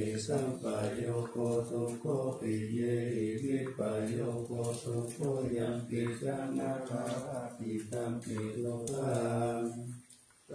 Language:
Pali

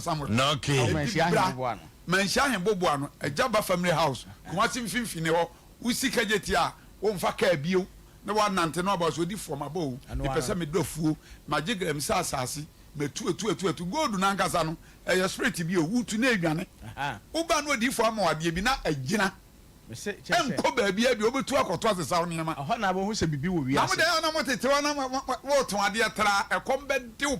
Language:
Akan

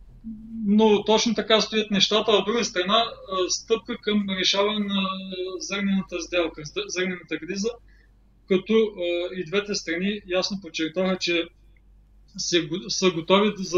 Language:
Bulgarian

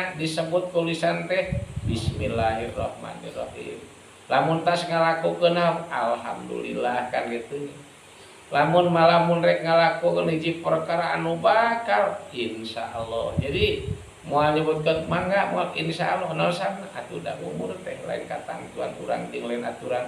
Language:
Sundanese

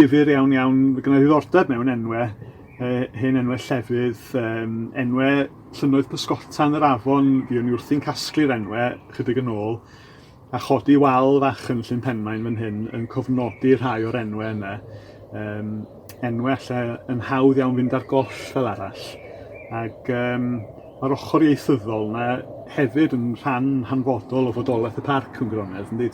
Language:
Welsh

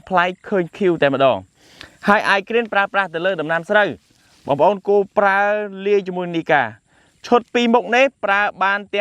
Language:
Khmer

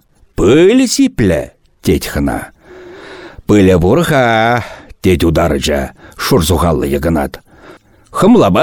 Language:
Chuvash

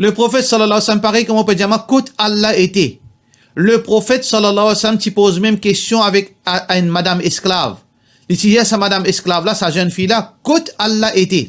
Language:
Morisyen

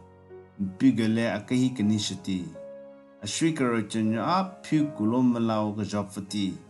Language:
Southern Rengma Naga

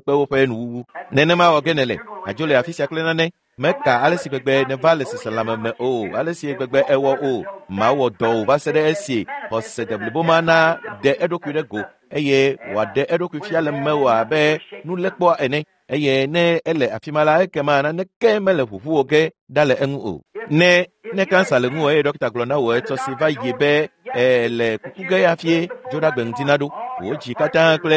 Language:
Ewe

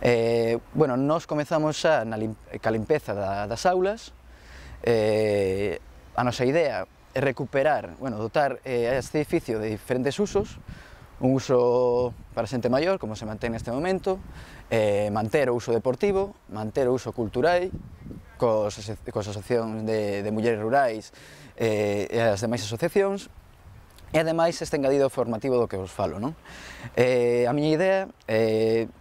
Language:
Galician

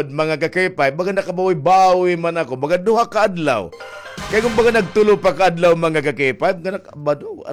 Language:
Waray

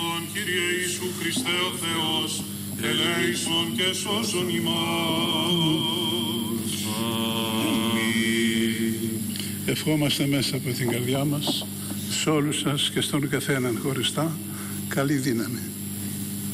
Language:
Greek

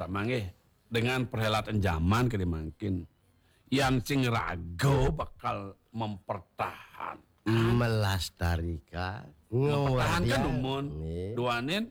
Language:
Balinese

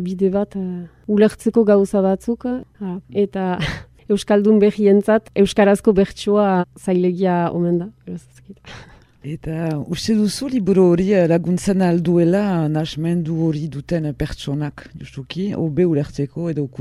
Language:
Basque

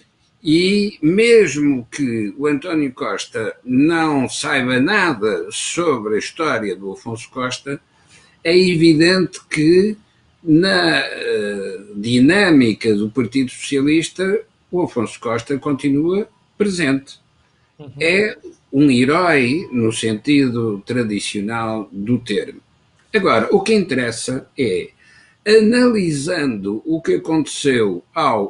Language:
Portuguese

